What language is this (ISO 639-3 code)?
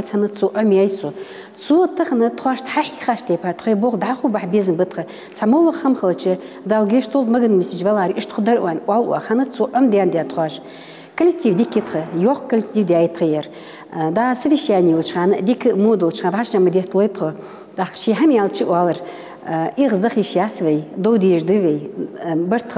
inh